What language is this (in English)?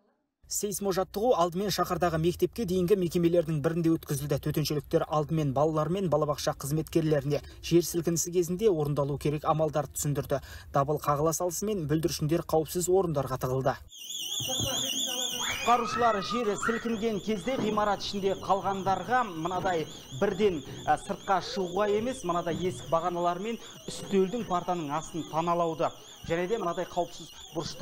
Kazakh